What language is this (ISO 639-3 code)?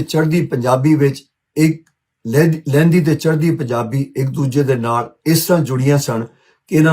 lah